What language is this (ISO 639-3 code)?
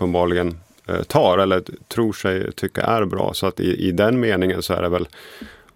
swe